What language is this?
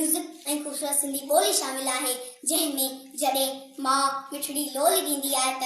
Sindhi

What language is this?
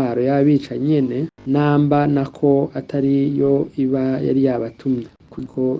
Rundi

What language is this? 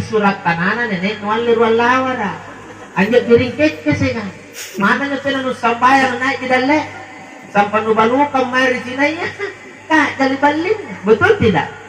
Makasar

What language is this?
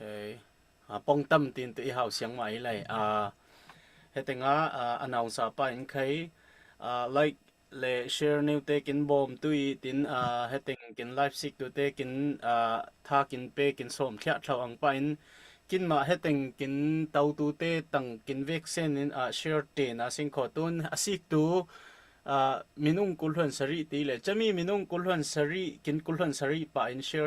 Falam Chin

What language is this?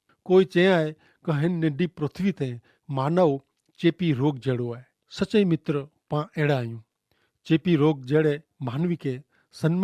Kachhi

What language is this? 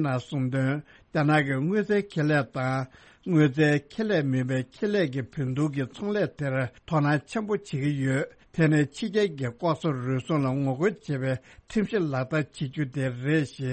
Tibetan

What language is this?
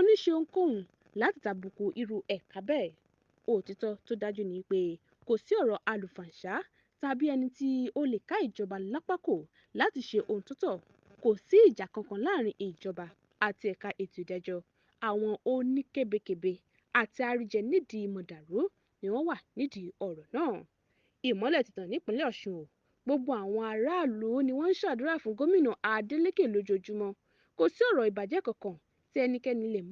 Yoruba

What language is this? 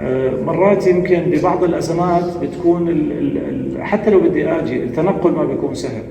North Levantine Arabic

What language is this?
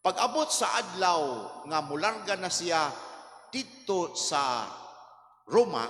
Cebuano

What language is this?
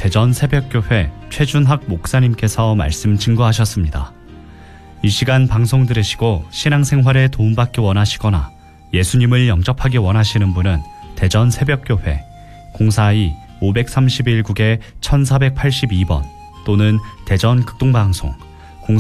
Korean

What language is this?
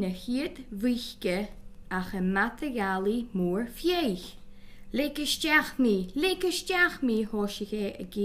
Scottish Gaelic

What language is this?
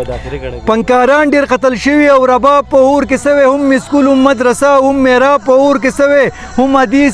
Pashto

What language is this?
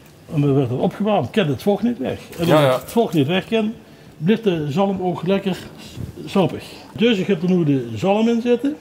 Limburgish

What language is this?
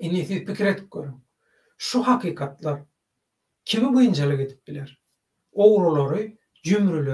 Turkmen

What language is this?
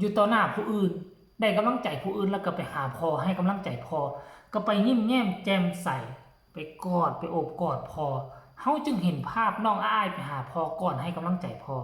Lao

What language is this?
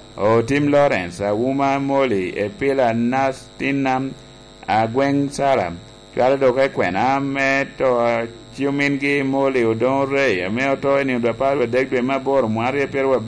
Lango (Uganda)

